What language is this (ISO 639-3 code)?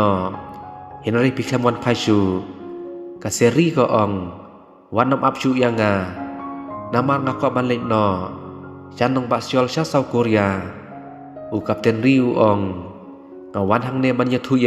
kha